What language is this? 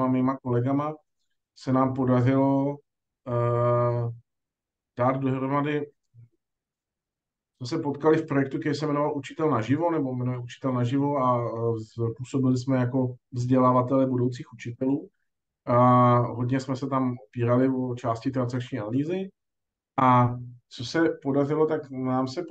Czech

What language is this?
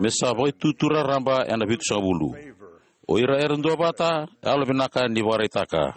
Fijian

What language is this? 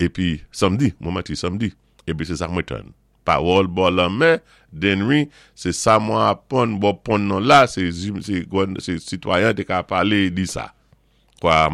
Saint Lucian Creole French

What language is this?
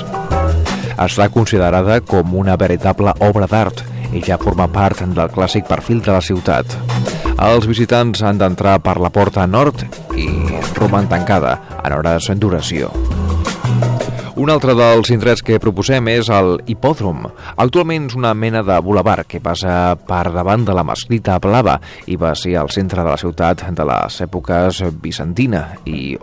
Catalan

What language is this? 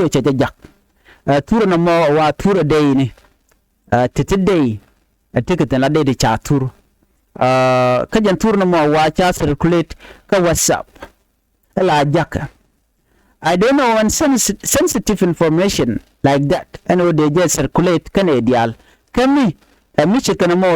Nuer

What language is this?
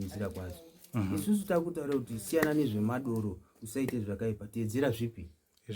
Shona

